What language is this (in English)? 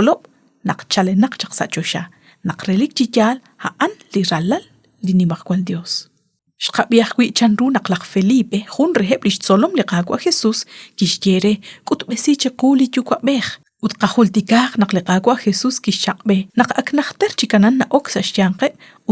Kekchí